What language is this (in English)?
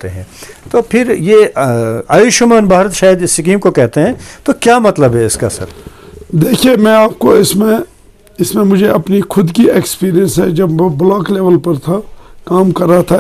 Urdu